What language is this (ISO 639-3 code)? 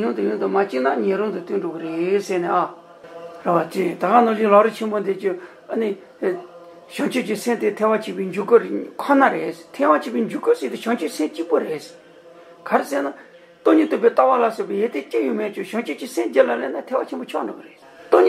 bod